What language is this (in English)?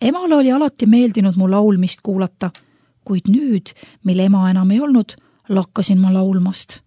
Estonian